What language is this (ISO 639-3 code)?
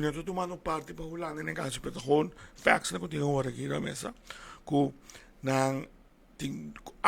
pap